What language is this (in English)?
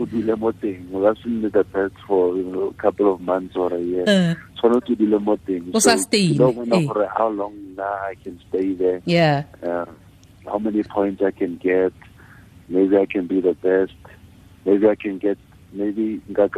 Tswana